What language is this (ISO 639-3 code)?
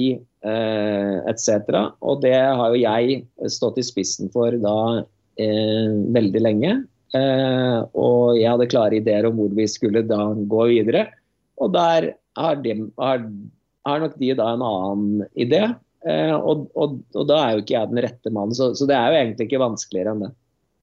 nor